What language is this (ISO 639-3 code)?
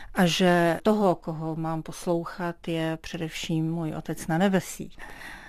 ces